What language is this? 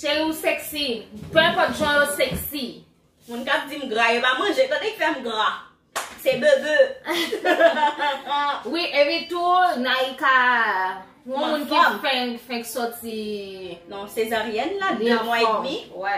Haitian Creole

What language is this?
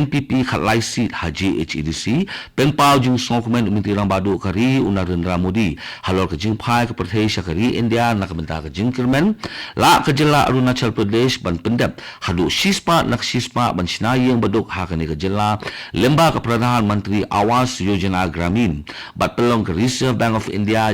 Khasi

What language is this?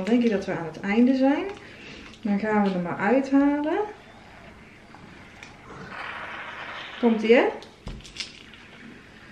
Dutch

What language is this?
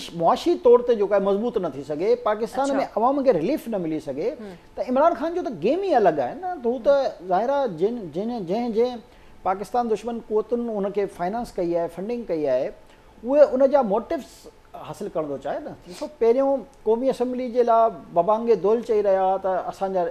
Sindhi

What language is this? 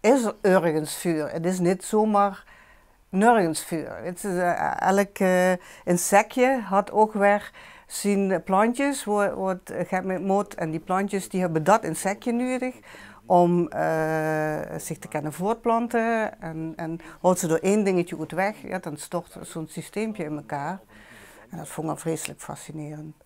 Limburgish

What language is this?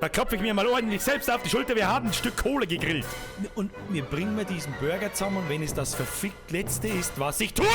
Bavarian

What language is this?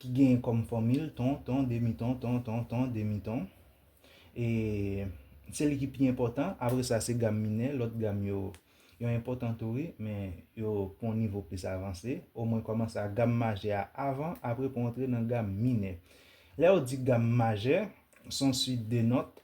Haitian Creole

